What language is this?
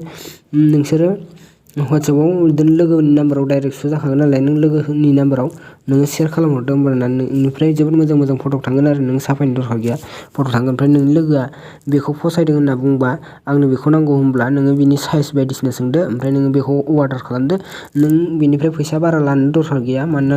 Bodo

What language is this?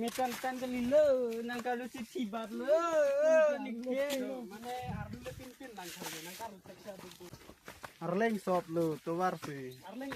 Karbi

